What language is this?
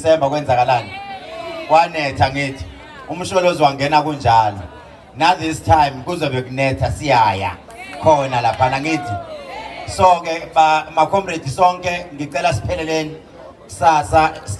Zulu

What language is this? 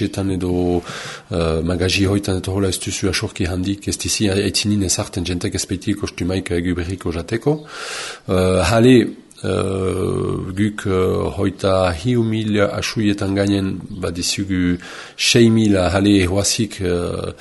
Basque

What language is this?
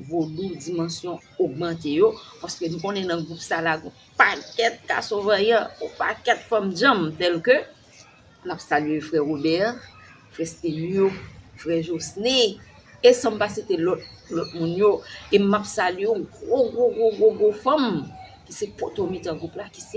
Haitian Creole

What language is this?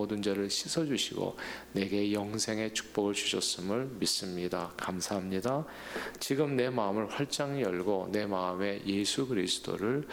Korean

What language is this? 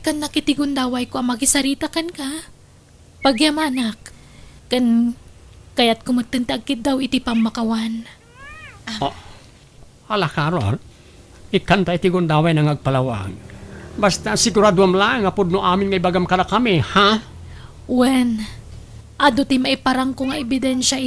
Iloko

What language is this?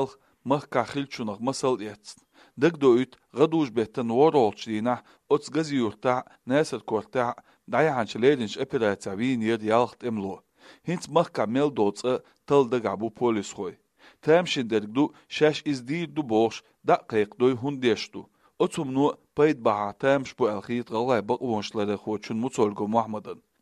Chechen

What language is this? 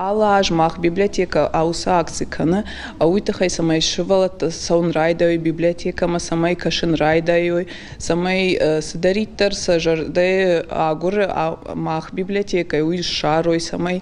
Ossetic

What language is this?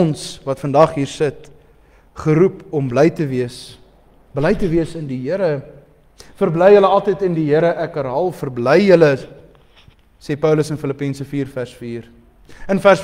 Afrikaans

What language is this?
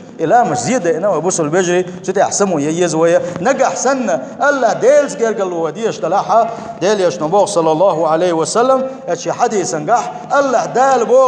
Chechen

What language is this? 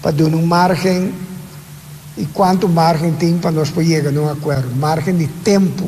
Papiamento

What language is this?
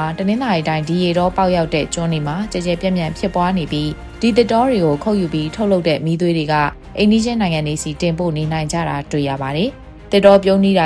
Burmese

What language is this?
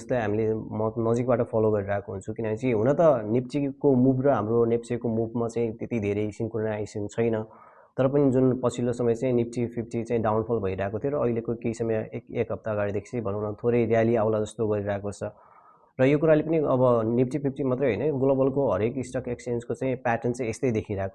Nepali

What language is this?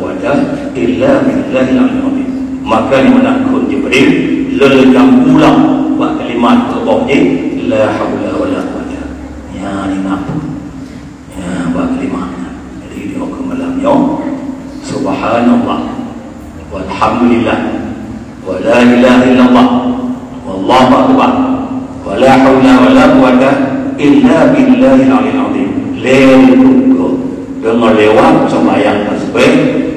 Achinese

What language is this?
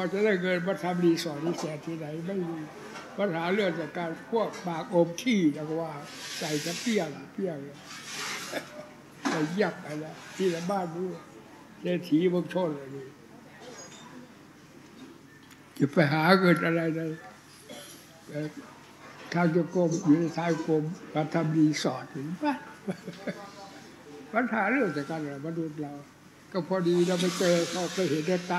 Thai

